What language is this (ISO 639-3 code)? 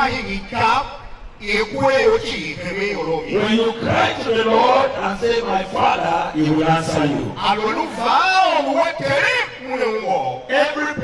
tiv